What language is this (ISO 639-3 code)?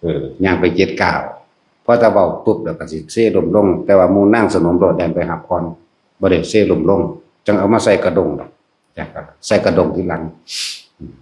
tts